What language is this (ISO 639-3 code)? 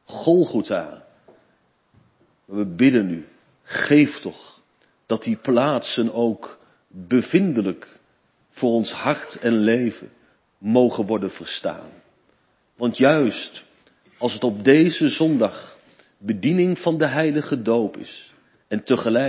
nld